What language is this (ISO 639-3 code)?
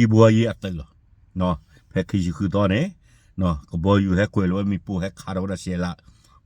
ksw